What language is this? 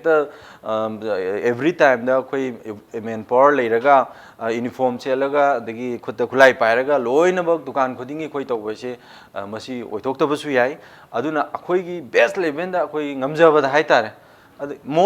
Manipuri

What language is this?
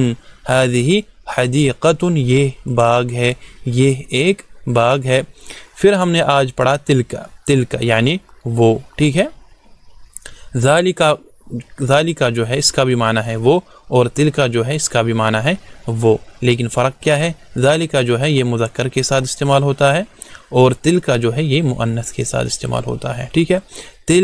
Urdu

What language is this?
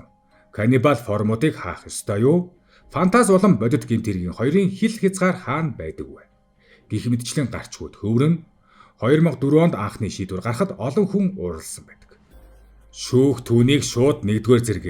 Mongolian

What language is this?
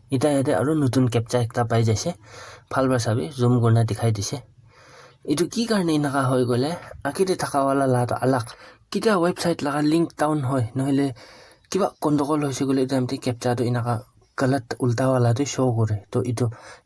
Naga Pidgin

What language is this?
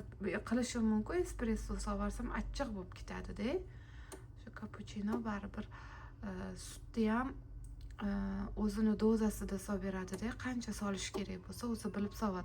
Uzbek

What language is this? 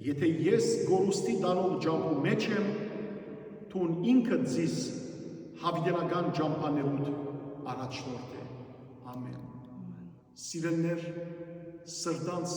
Western Armenian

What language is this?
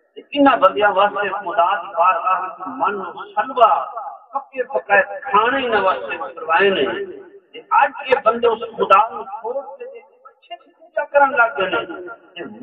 Saraiki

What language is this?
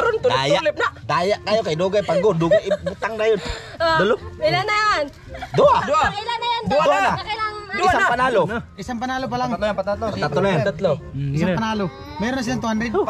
Filipino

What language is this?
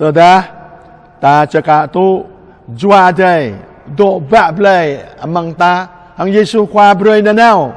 Jarai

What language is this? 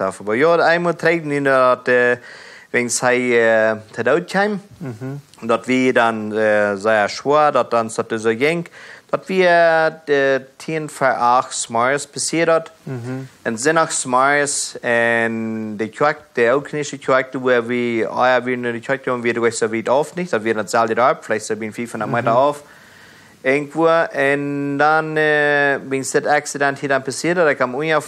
Plautdietsch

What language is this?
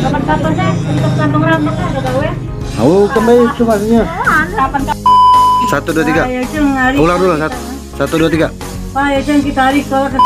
Musi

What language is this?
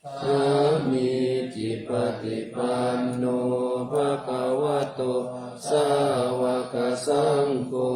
Pali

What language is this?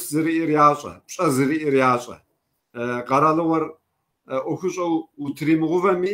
Kabardian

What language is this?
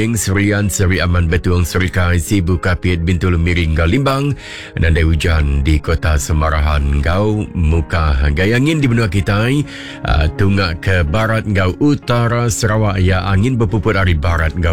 Iban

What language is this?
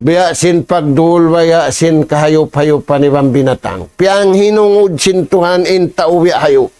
Tausug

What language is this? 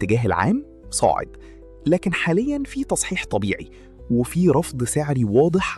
Egyptian Arabic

